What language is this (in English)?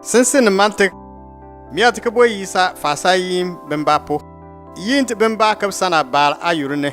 Bimoba